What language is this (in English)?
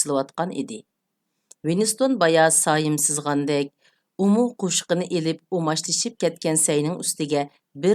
Uyghur